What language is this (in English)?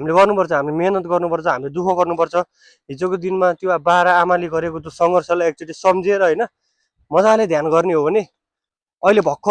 Nepali